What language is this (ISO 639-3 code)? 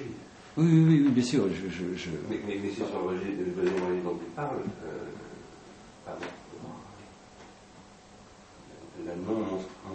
fra